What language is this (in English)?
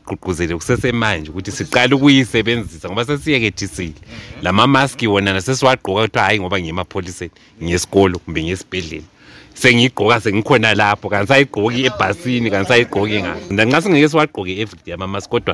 North Ndebele